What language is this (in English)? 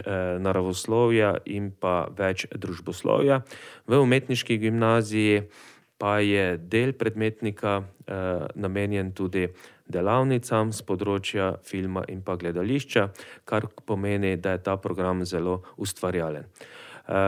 Slovenian